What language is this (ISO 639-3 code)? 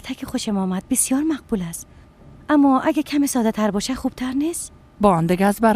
fas